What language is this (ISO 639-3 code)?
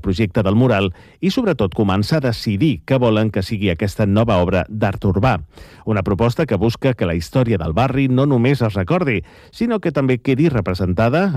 cat